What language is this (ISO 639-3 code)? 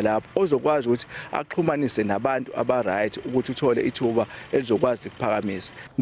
zul